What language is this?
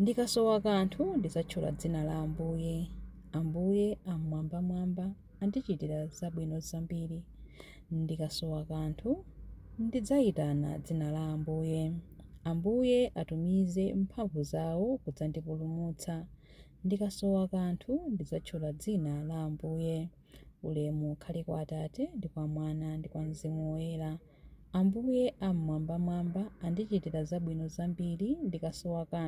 Nyanja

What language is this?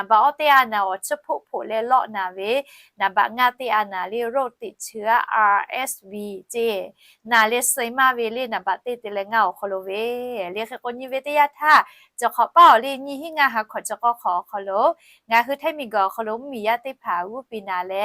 Lahu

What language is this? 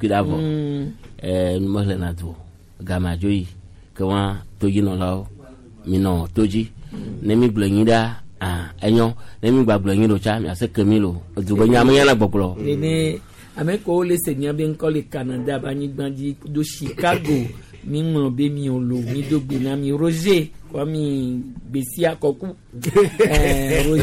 Gen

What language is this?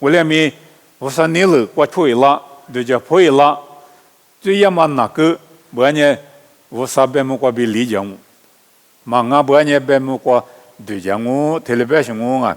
Lisu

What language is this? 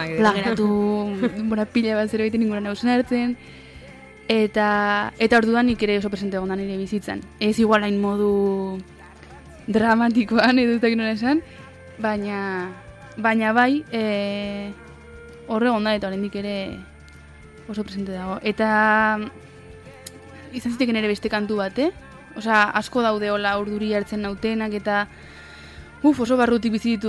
Basque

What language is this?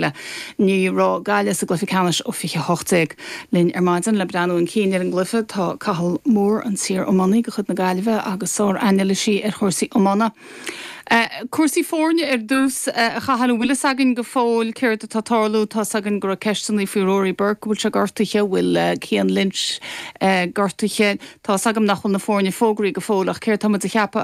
Irish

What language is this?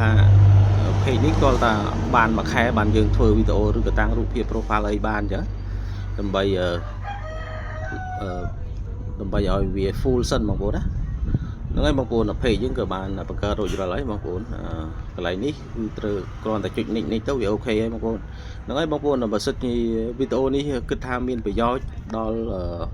Khmer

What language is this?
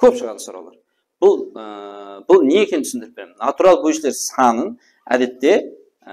Kara-Kalpak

